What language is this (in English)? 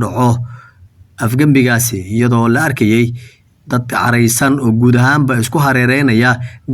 Somali